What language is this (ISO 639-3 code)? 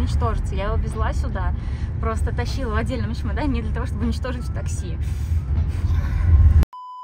rus